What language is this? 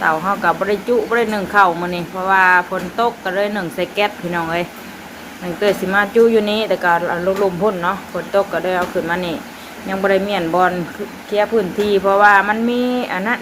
Northeastern Thai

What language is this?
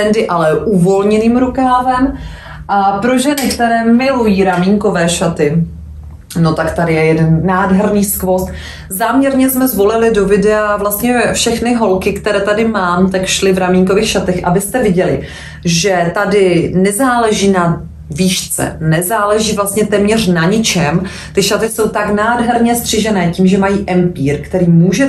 Czech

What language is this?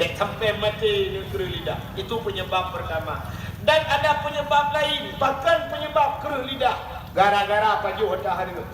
Achinese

